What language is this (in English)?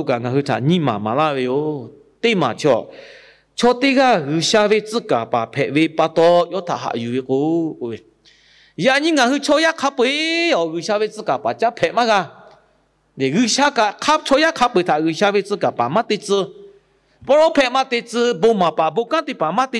Lahu